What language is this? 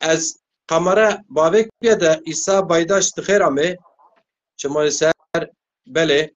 Zaza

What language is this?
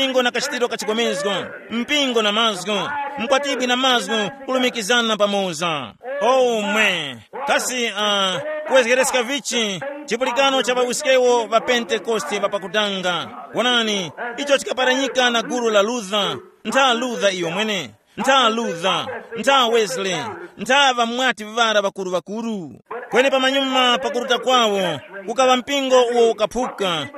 Tumbuka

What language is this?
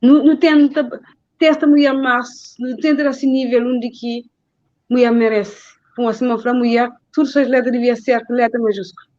Kabuverdianu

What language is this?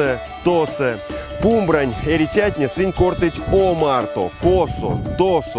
Erzya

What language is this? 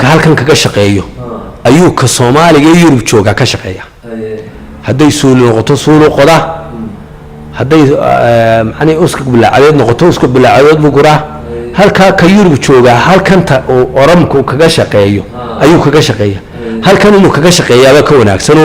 Somali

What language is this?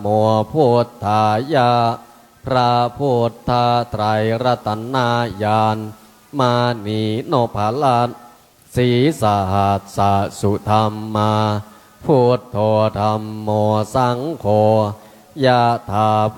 Pali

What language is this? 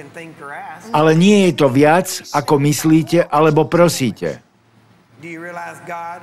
Slovak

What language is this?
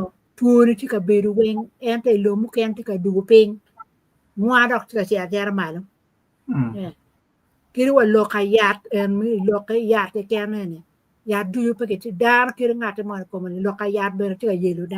Acoli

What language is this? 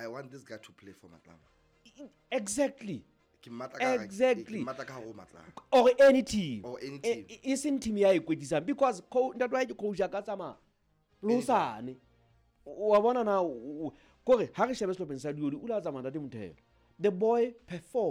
Southern Sotho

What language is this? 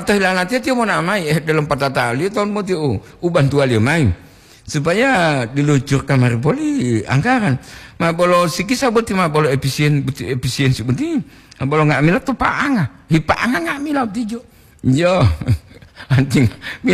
Gorontalo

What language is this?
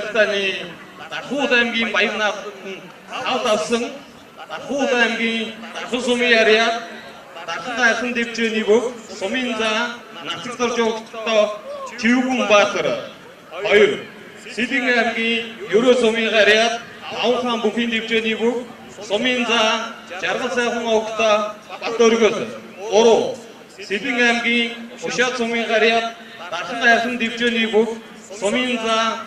Mongolian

